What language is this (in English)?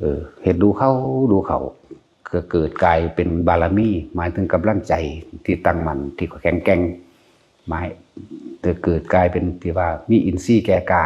Northeastern Thai